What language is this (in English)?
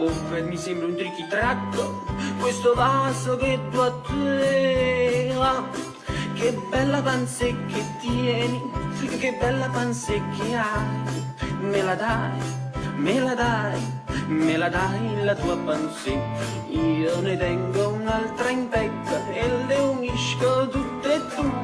Neapolitan